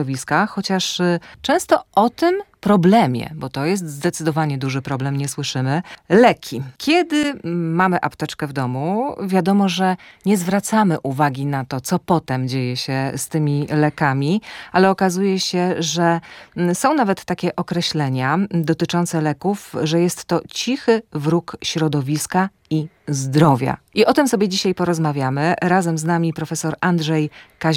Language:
Polish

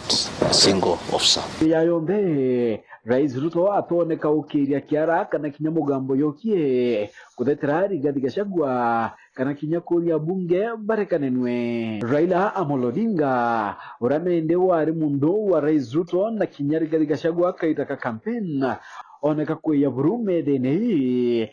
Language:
Meru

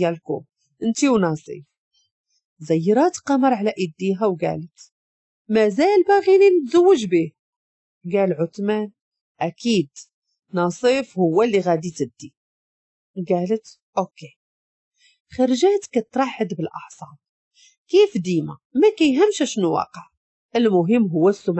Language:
Moroccan Arabic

